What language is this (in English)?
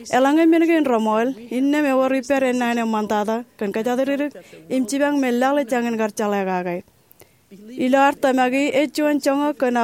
Marshallese